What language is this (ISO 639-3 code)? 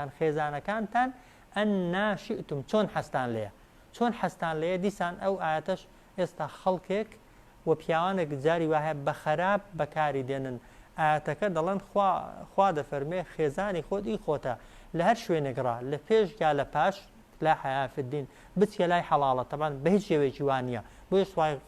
ckb